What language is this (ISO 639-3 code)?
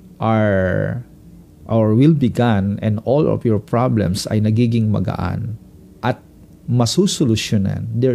fil